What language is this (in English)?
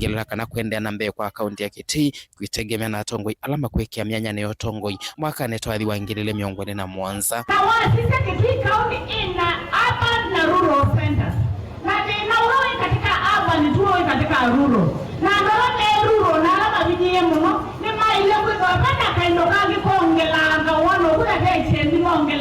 Kamba